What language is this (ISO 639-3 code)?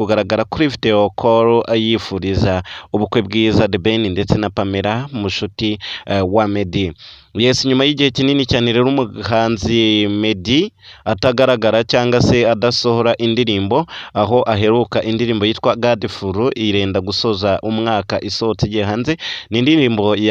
kin